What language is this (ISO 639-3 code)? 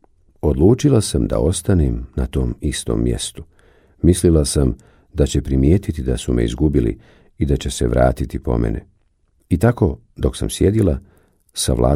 bos